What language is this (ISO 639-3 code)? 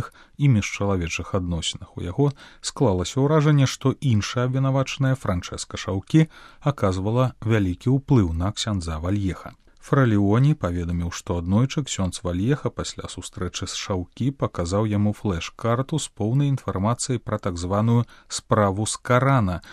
bel